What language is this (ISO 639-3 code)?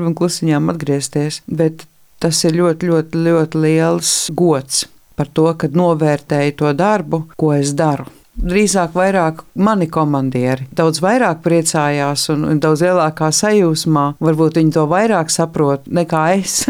lav